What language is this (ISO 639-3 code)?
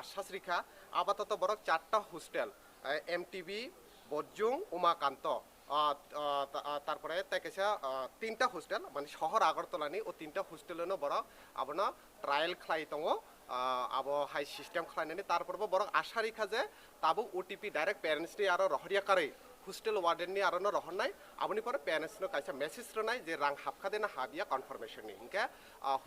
ria